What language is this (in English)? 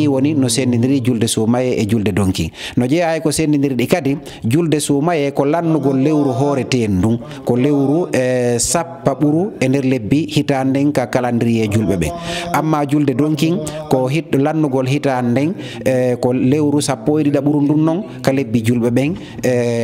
Fula